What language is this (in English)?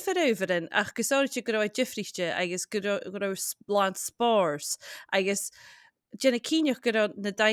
Scottish Gaelic